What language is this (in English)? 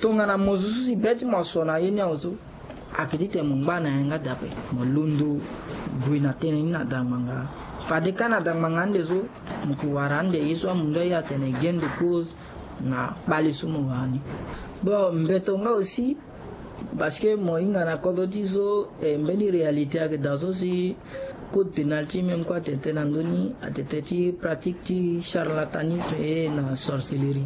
Sango